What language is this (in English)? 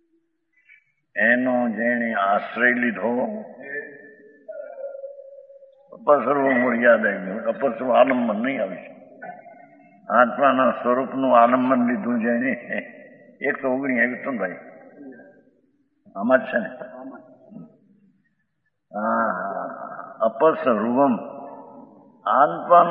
Gujarati